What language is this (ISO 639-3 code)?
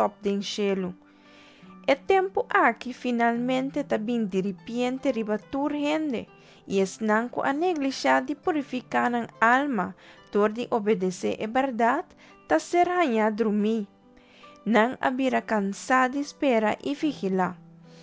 pap